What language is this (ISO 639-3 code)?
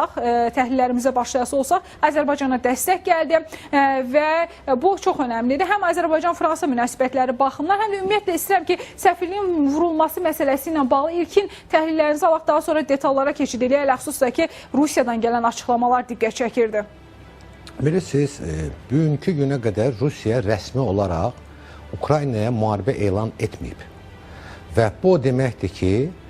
aze